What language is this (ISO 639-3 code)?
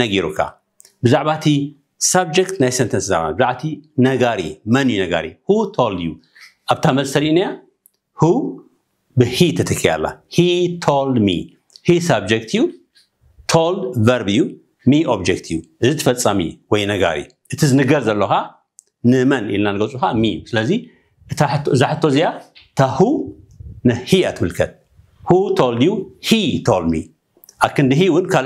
tir